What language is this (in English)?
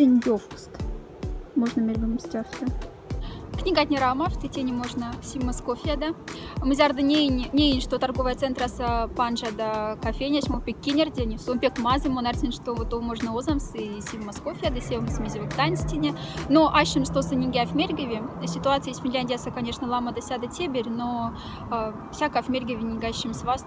Moksha